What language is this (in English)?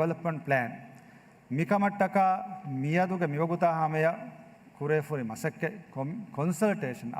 Divehi